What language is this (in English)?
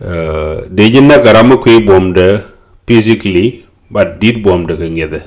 Nuer